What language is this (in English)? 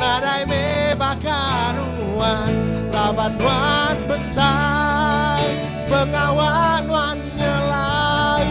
Iban